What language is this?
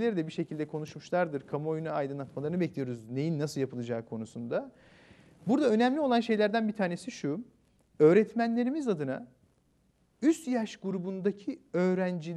Turkish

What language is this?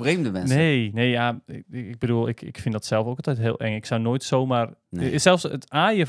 Dutch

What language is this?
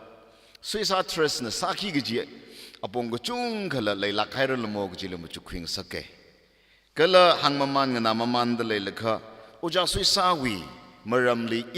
Tangkhul Naga (India)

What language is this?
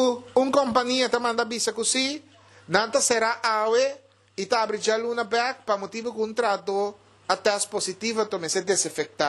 Papiamento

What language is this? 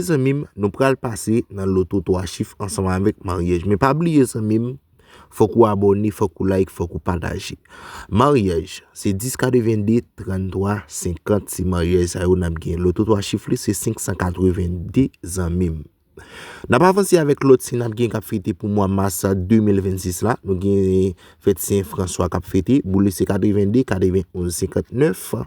Haitian Creole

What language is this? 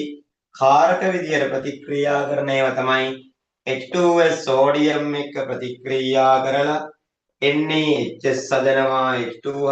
Sinhala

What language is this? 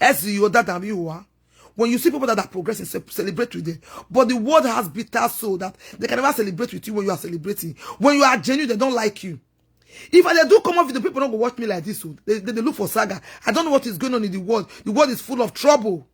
Nigerian Pidgin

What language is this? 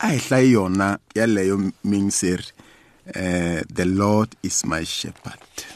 Tsonga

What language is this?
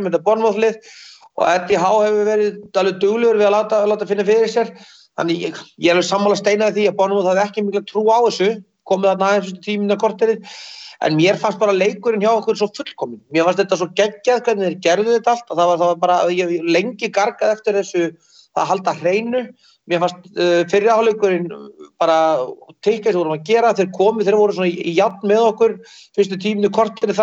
Icelandic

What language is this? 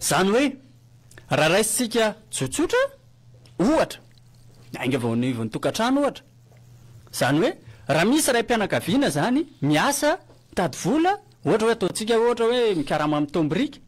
Malagasy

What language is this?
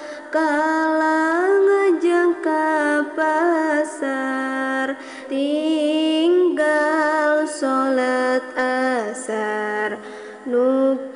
Sundanese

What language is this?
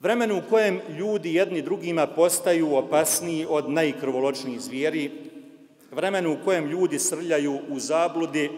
Bosnian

